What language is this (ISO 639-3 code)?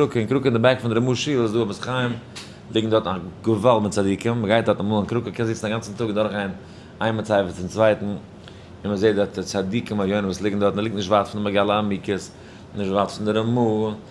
yid